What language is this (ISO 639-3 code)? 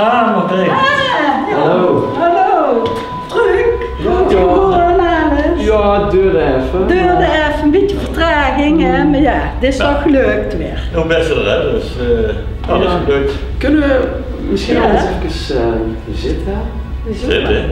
lim